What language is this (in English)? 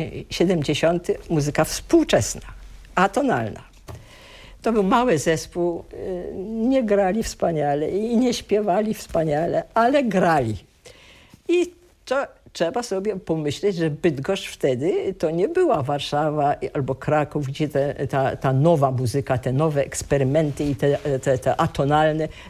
Polish